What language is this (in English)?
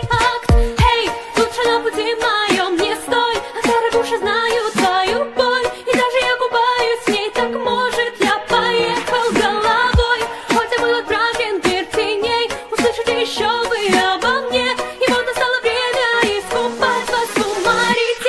Russian